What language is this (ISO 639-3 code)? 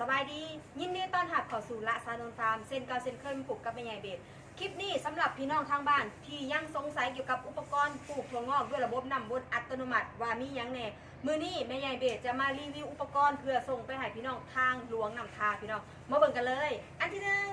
tts